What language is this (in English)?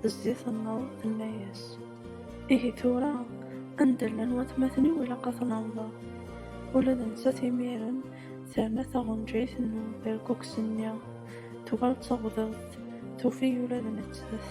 Kabyle